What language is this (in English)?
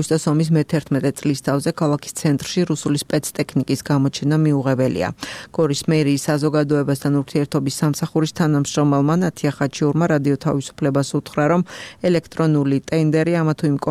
Georgian